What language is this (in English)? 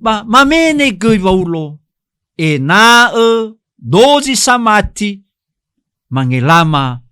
Nias